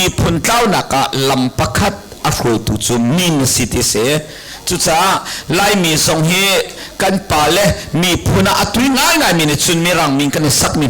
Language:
Hakha Chin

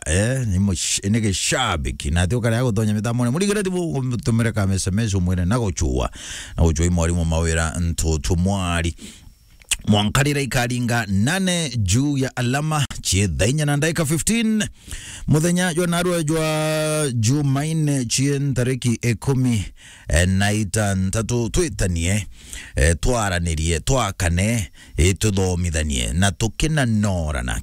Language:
Meru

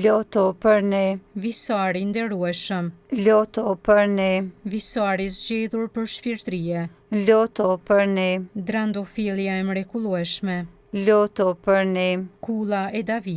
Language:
Albanian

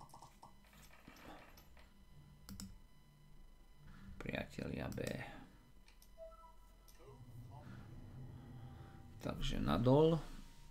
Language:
Slovak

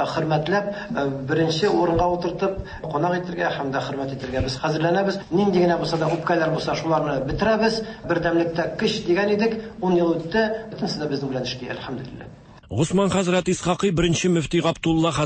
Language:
Tatar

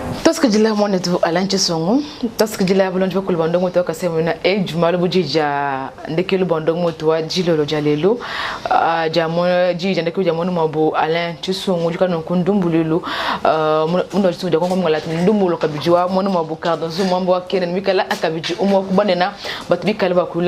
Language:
Luba-Lulua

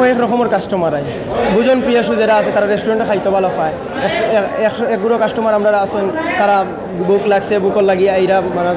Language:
Sylheti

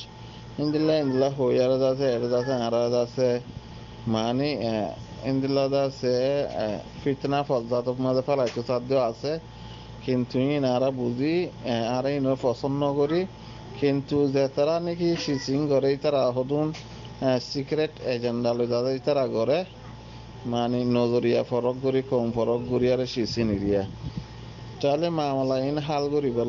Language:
Rohingya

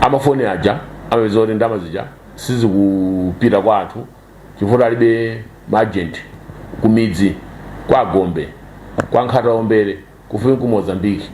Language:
Nyanja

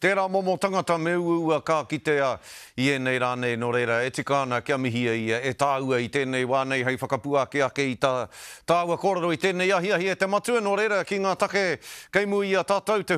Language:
Māori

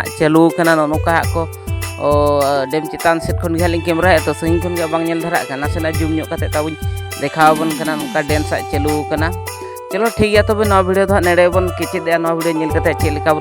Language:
Santali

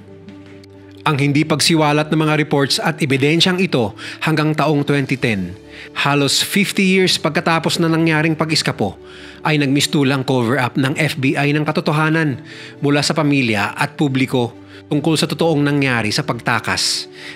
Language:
Filipino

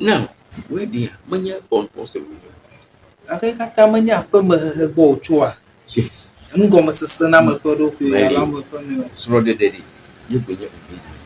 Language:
Ewe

